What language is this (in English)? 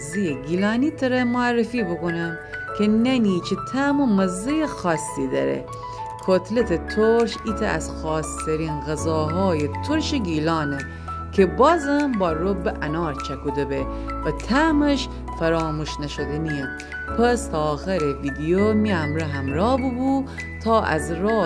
Gilaki